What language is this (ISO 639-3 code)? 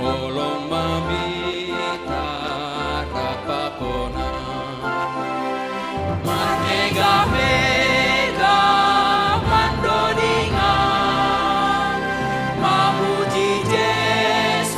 bts